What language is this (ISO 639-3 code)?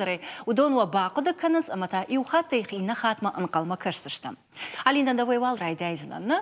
oss